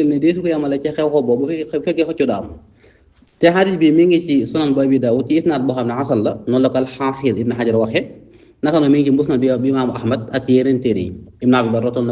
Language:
Wolof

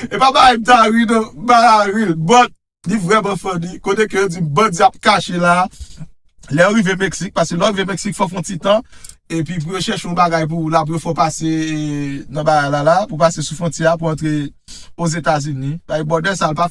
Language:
Haitian Creole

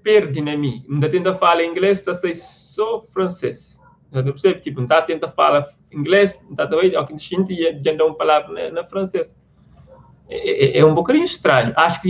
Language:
Kabuverdianu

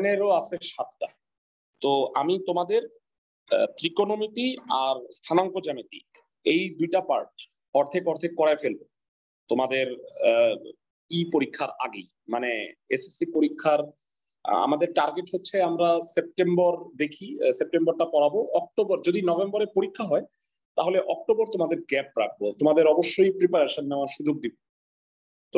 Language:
Bangla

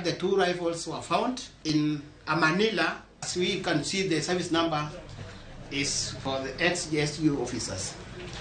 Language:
Luo (Kenya and Tanzania)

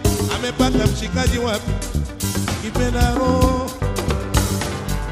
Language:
Swahili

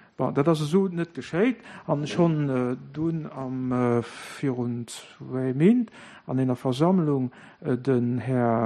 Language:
Luxembourgish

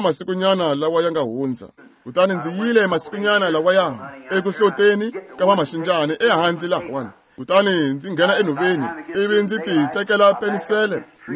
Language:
Tsonga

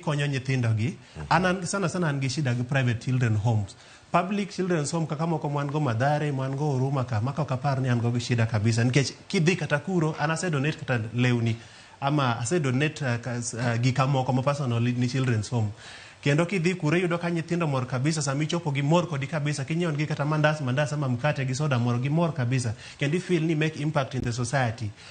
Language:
Luo (Kenya and Tanzania)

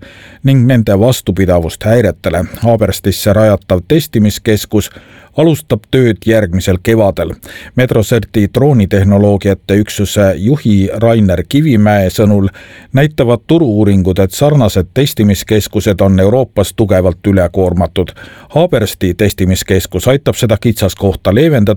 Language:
Estonian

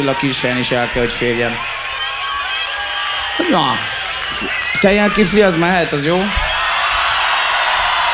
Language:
Hungarian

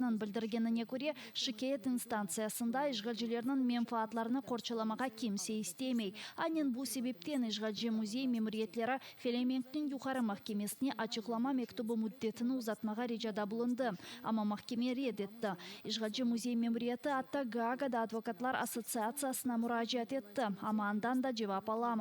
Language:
Crimean Tatar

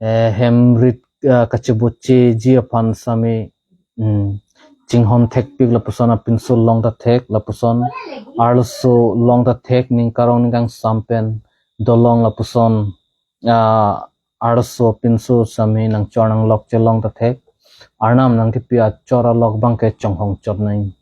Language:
Karbi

